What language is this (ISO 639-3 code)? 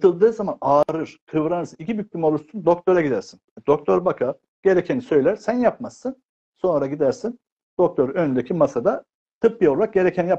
tur